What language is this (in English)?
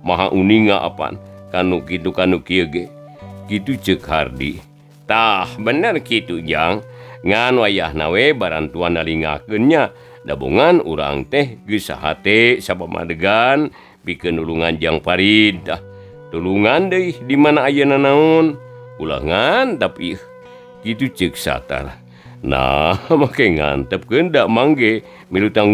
Sundanese